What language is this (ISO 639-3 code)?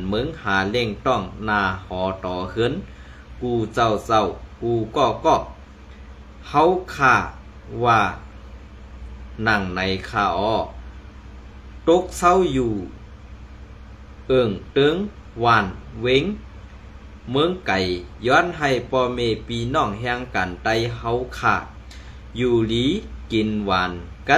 shn